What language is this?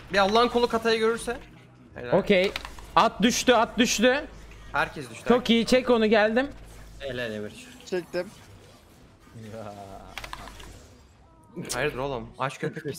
Turkish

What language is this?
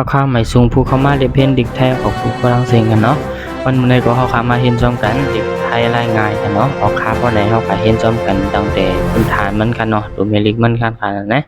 Shan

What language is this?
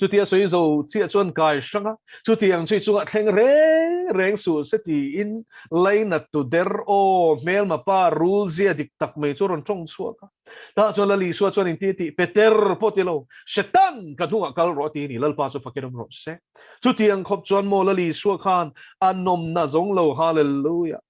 Mizo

